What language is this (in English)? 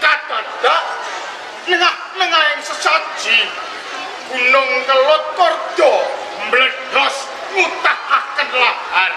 Javanese